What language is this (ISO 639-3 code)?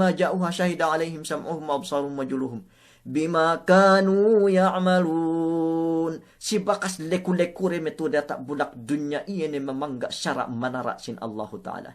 yka